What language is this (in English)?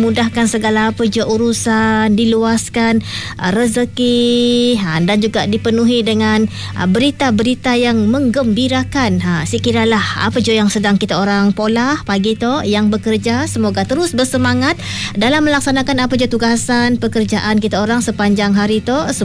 Malay